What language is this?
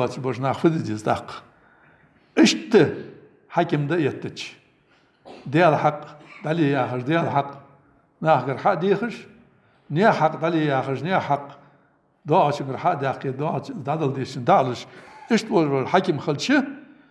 Ingush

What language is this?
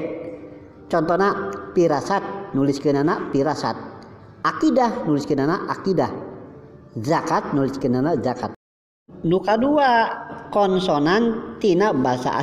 Sundanese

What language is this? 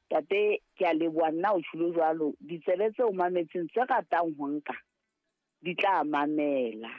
Southern Sotho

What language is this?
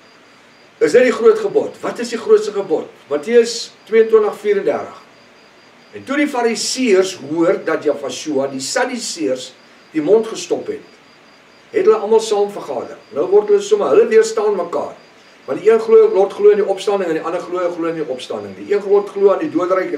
Afrikaans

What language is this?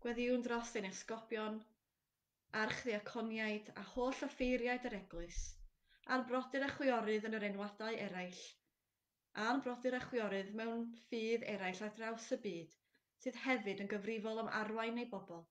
Welsh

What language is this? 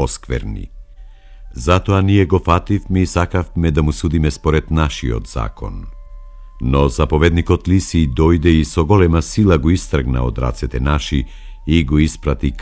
Macedonian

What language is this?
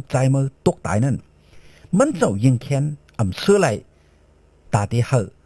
Shan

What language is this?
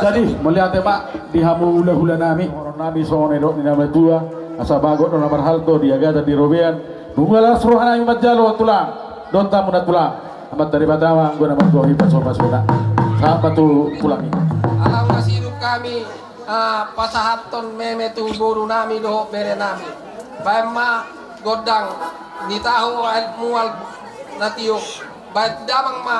Batak Toba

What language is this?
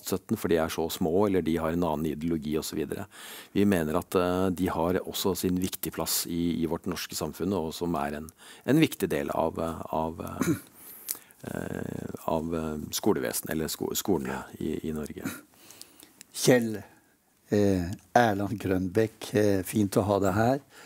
Norwegian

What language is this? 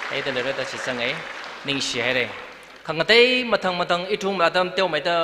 Tangkhul Naga (India)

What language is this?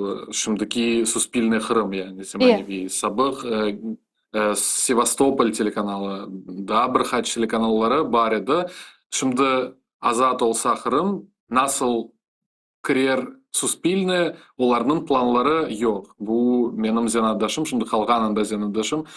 Crimean Tatar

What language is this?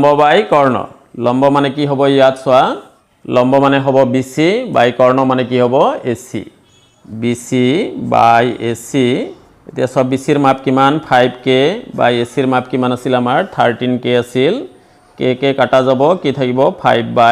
Assamese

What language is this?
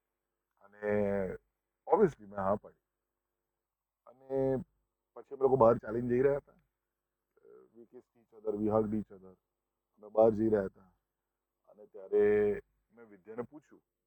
Gujarati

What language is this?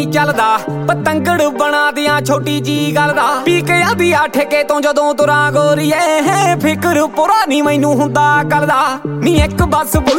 Punjabi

